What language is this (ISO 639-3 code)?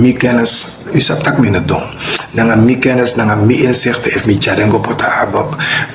srn